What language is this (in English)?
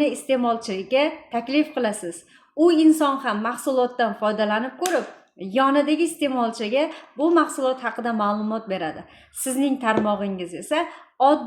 Uzbek